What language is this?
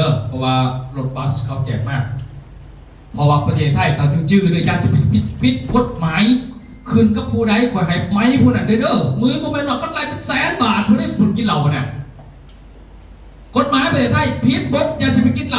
Lao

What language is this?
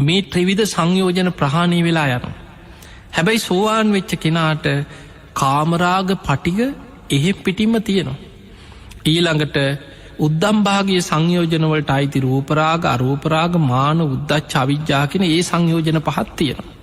Sinhala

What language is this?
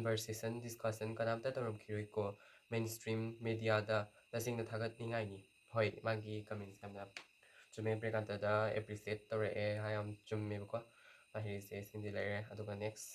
Manipuri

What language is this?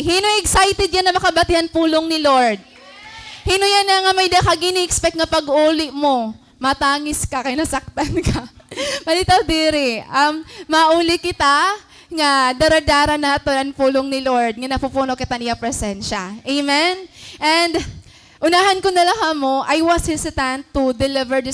Waray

